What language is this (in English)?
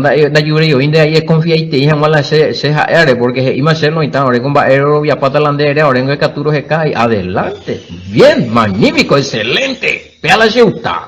Guarani